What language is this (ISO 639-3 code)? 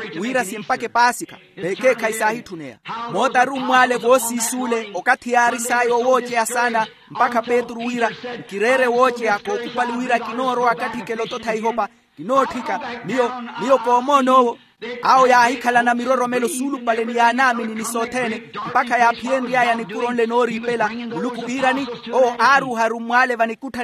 vmw